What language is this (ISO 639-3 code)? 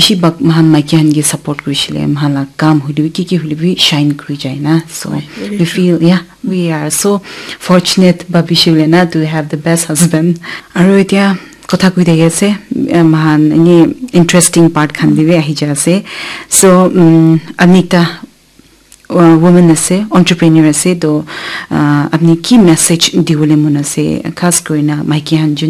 nag